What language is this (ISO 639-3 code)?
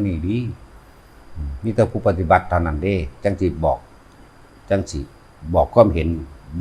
tts